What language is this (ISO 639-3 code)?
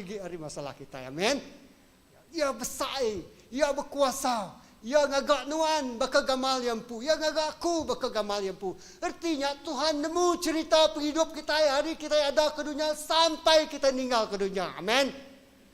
iba